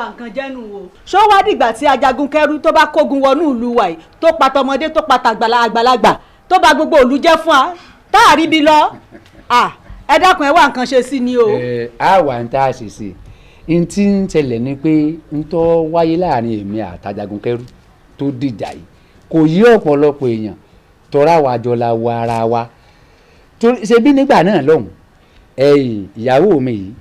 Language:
Yoruba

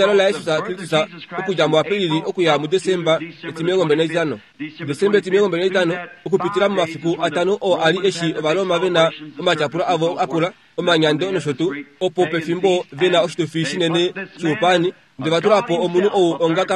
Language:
Kuanyama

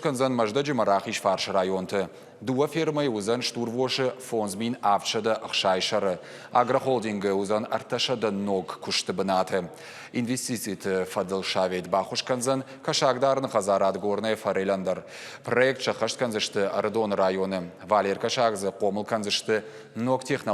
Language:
Ossetic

